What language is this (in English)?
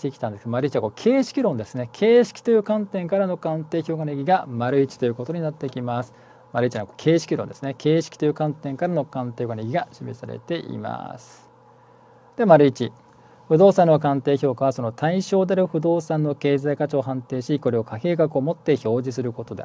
Japanese